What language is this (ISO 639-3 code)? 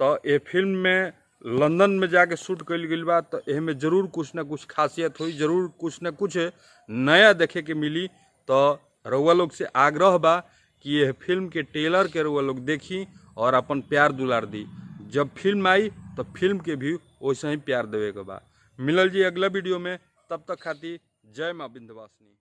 bho